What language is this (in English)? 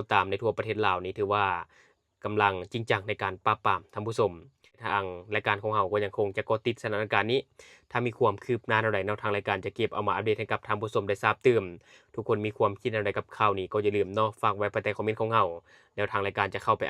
Lao